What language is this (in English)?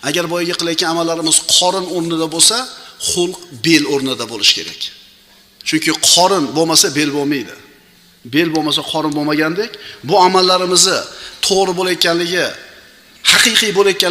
Uzbek